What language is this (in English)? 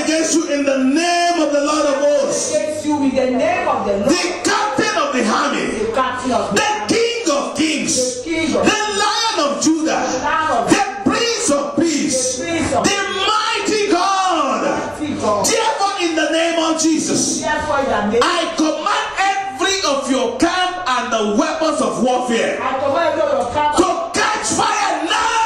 English